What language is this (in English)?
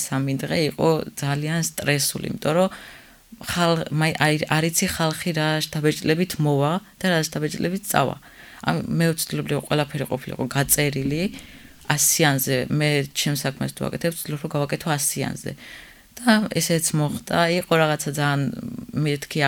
Georgian